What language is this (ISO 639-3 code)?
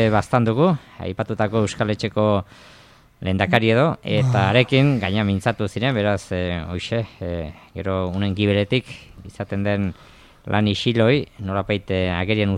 eus